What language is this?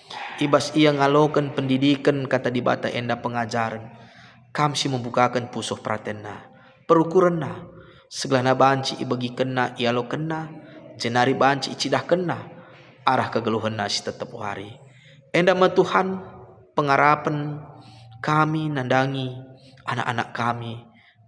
Batak Karo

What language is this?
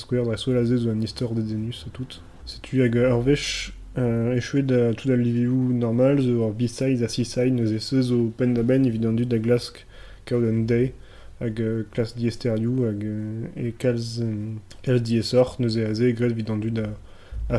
Breton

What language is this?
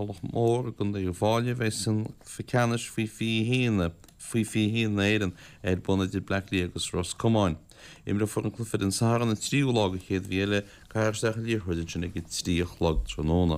Irish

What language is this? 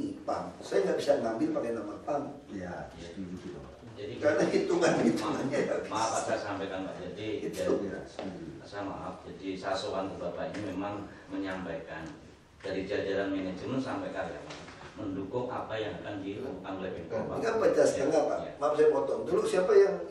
Indonesian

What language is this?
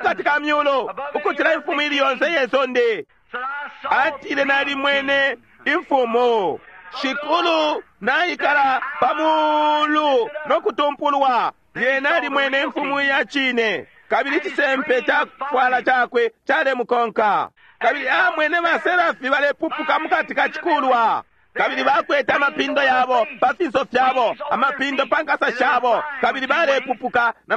Bemba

